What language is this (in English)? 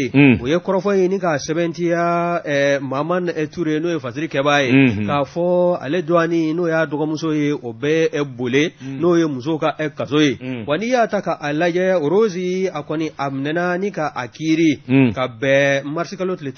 Bambara